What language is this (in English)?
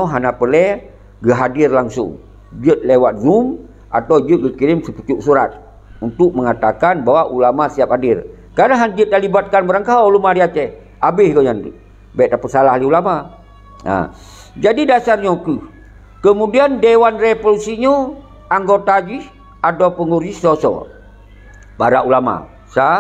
Achinese